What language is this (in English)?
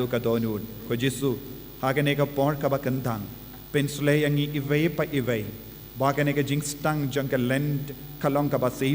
Khasi